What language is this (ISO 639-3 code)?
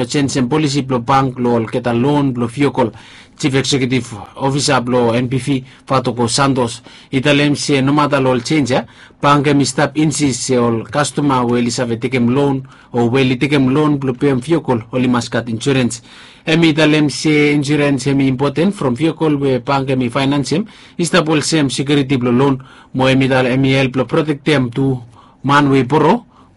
bis